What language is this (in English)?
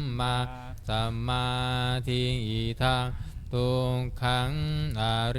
Pali